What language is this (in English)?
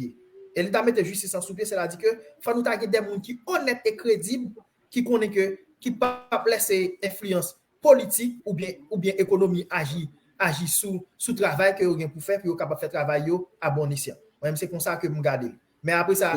Haitian Creole